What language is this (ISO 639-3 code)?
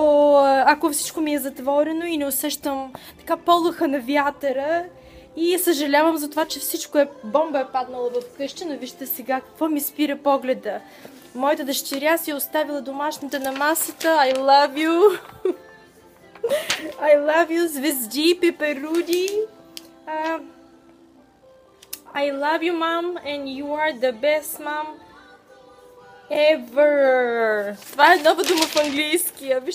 bul